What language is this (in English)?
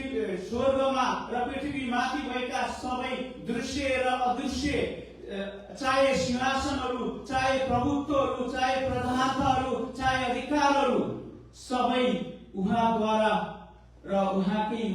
Nepali